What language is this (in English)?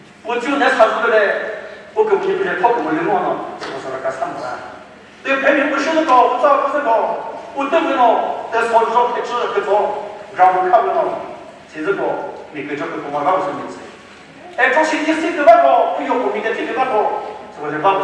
Chokri Naga